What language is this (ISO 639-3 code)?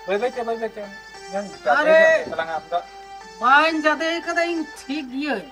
sat